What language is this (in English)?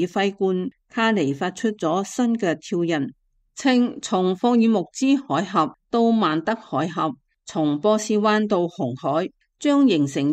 Cantonese